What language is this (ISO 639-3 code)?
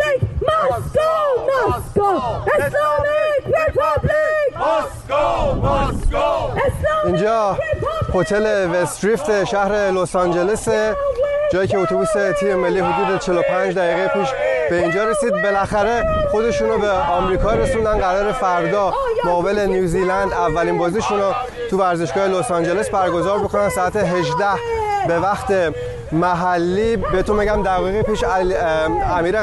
fas